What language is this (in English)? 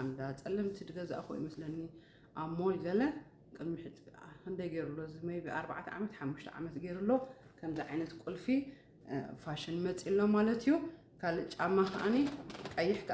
Tigrinya